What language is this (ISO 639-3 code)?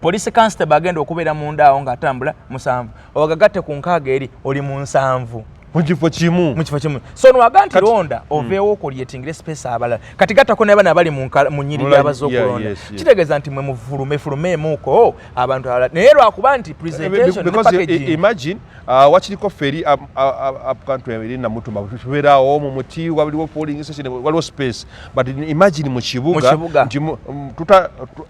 lug